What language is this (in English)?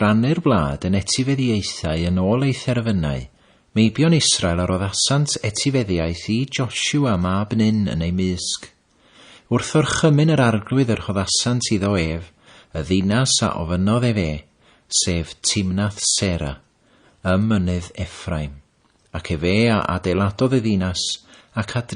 Welsh